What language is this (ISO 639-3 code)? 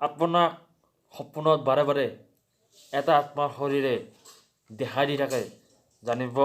asm